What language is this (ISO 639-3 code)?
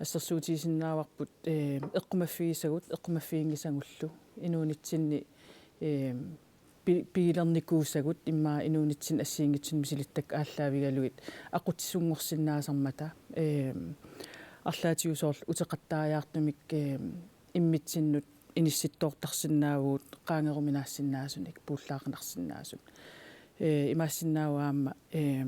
kal